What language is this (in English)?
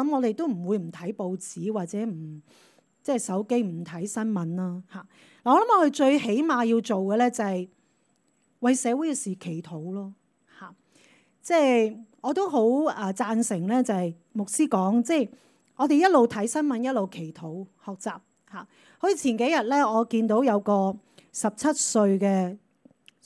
Cantonese